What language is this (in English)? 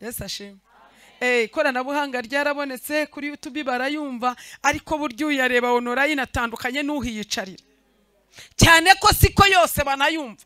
Kinyarwanda